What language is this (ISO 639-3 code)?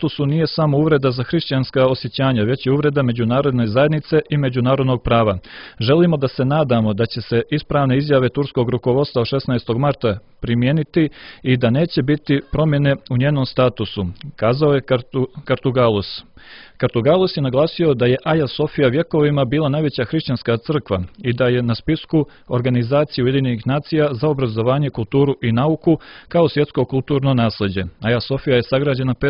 hrv